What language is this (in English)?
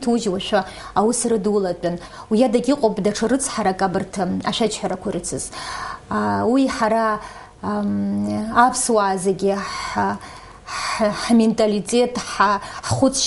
Abkhazian